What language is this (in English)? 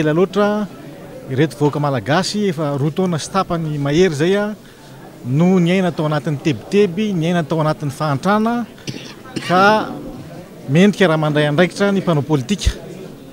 Malagasy